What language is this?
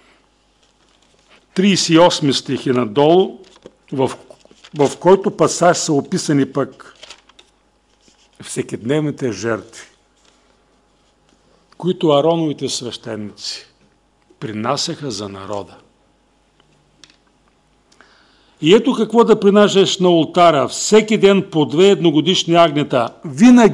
Bulgarian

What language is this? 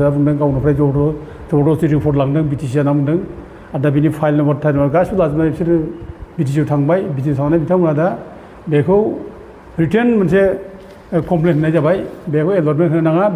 Bodo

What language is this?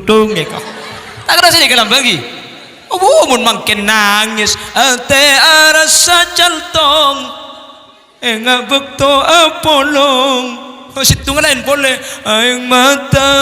Madurese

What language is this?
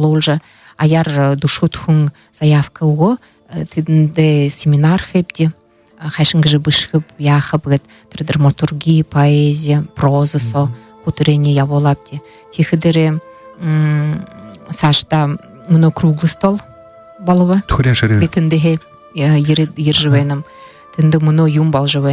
Buriat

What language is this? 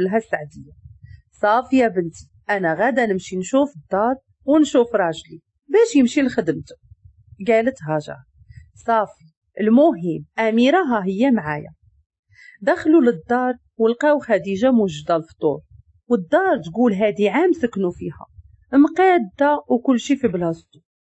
Moroccan Arabic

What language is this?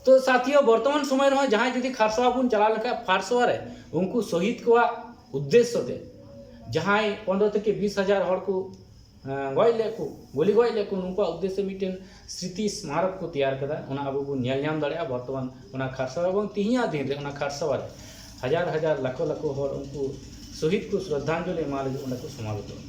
Santali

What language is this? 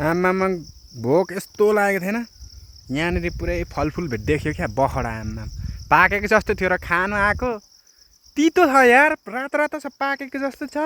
Nepali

